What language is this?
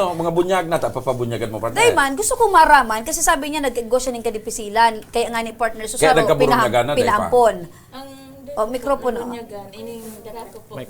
Bikol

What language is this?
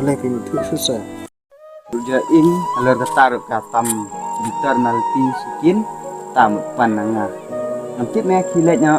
Khasi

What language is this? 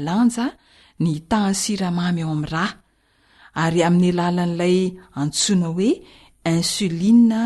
Malagasy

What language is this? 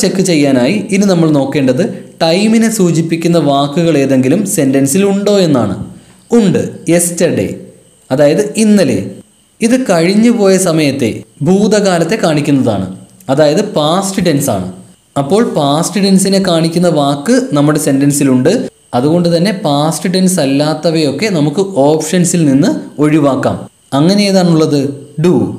Malayalam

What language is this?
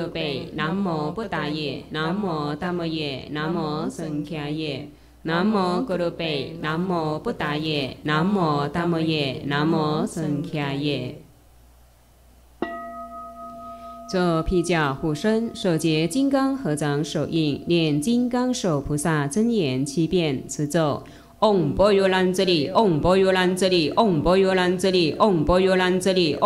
Chinese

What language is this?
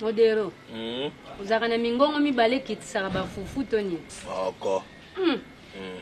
Lingala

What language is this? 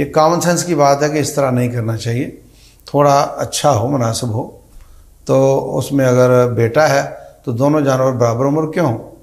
Urdu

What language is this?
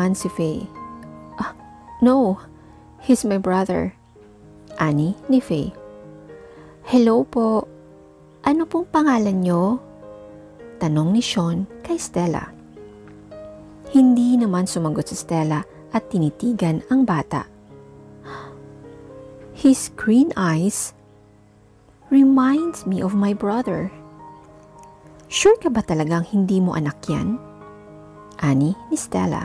Filipino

